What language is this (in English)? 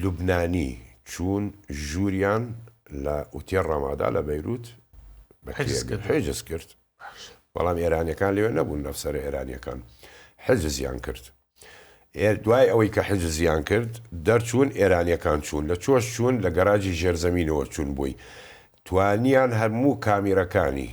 Central Kurdish